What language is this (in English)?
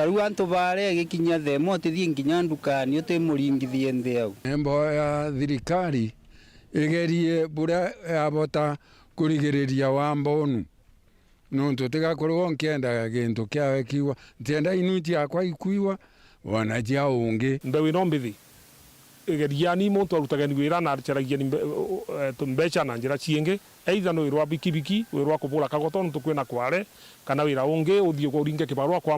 Meru